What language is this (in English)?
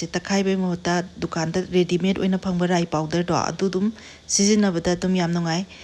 Manipuri